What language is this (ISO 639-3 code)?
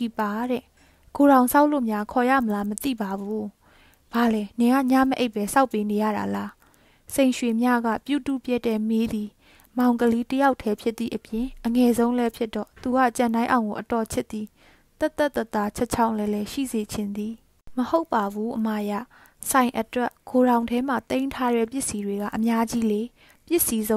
mya